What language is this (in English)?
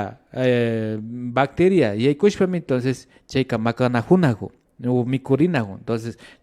Imbabura Highland Quichua